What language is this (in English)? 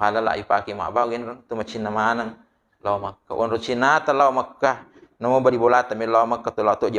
Buginese